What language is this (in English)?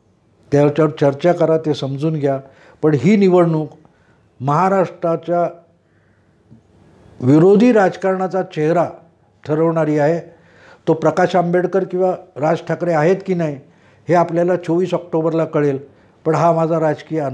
Marathi